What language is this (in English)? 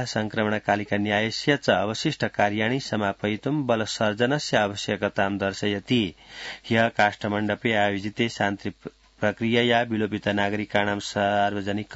Sanskrit